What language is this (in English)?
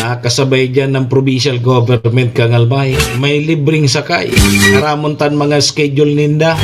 Bikol